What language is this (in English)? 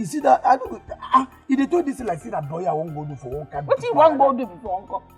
Nigerian Pidgin